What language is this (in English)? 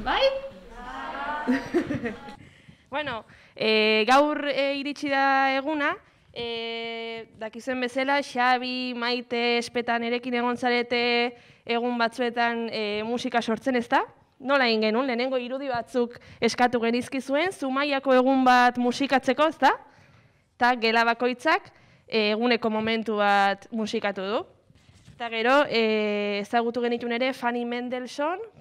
Basque